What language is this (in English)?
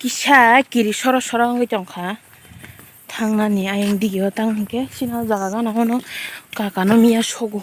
Kok Borok